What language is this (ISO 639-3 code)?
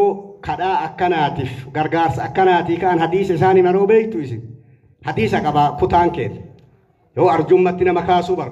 orm